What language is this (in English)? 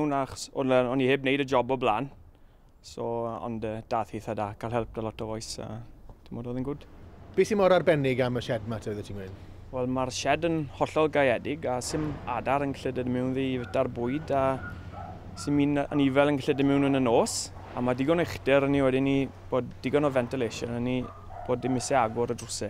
Welsh